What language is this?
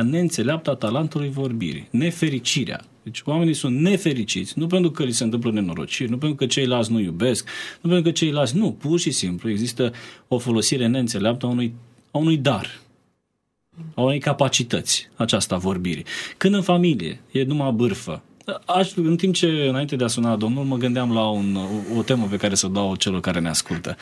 Romanian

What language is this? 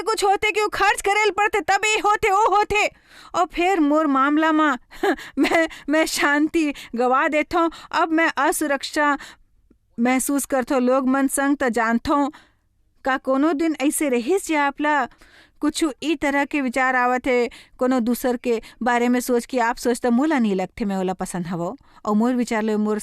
Chhattisgarhi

